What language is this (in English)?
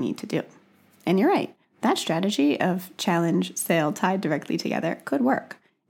English